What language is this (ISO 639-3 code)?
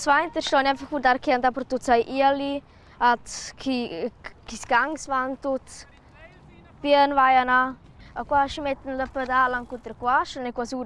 roh